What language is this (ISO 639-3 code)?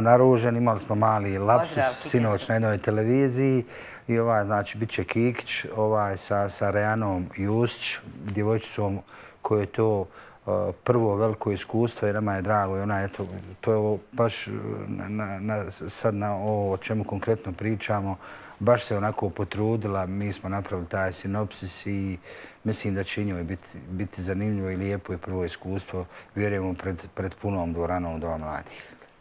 bos